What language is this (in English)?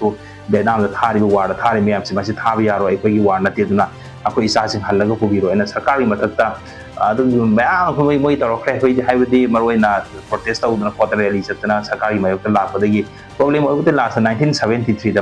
Manipuri